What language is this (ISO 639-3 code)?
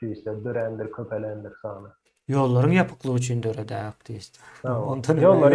tuk